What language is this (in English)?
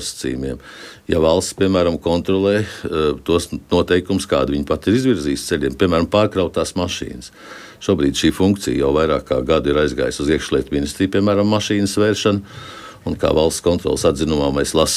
Latvian